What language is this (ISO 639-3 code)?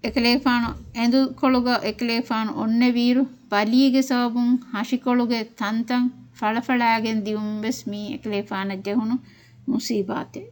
div